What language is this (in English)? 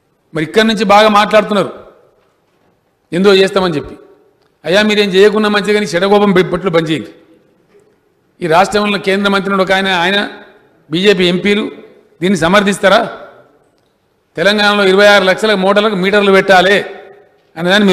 Telugu